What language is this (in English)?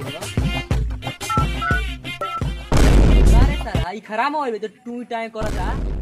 Bhojpuri